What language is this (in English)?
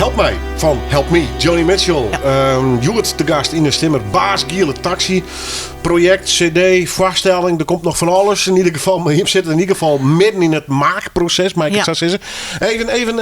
Western Frisian